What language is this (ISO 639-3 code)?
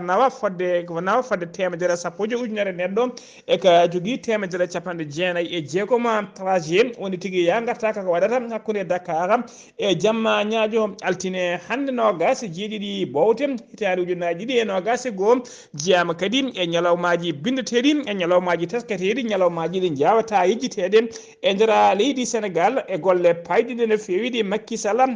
ful